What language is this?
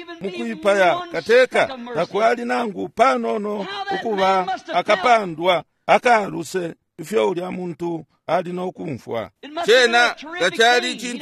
Bemba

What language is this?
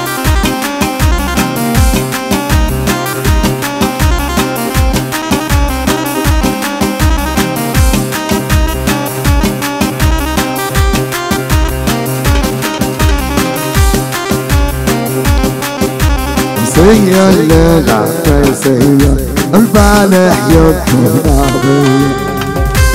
South Levantine Arabic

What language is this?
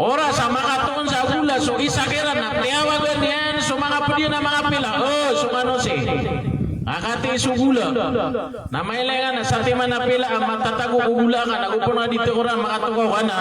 Maranao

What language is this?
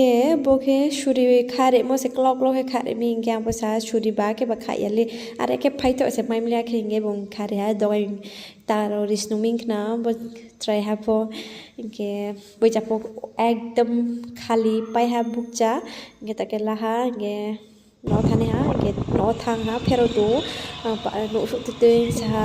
Riang (India)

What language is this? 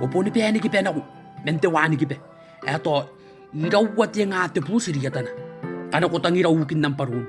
Gilbertese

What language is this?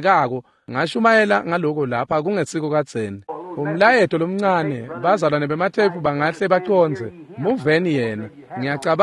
Swati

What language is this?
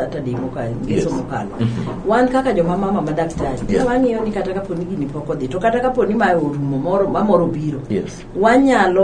Luo (Kenya and Tanzania)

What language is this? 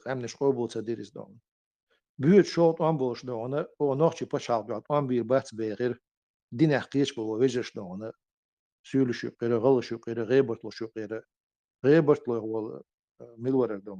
Chechen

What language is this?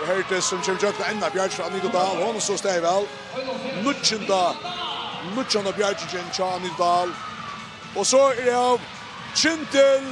Faroese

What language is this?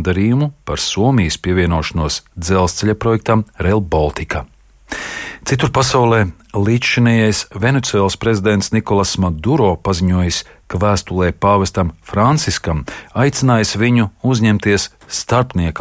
Latvian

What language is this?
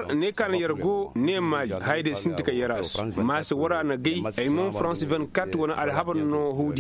Koyraboro Senni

